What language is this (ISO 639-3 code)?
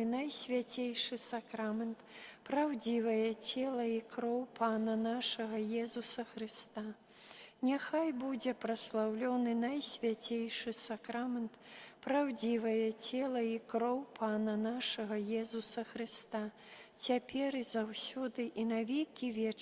bel